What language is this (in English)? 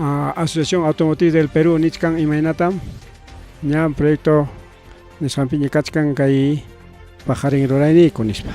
Ayacucho Quechua